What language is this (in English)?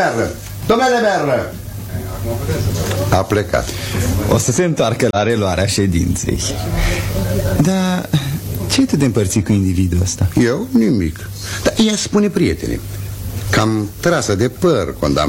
Romanian